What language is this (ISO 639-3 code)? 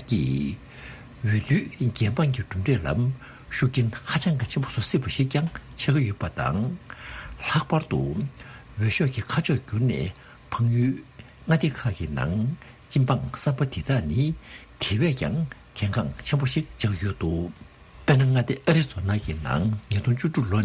bod